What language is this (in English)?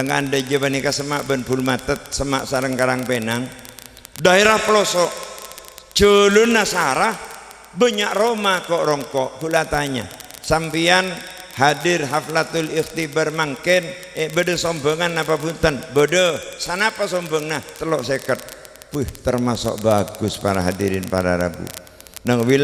Madurese